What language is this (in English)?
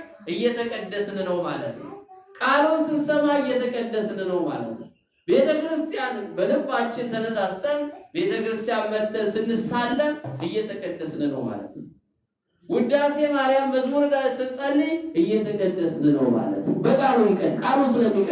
Amharic